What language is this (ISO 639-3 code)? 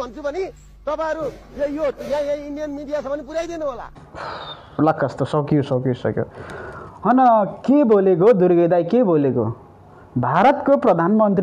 nep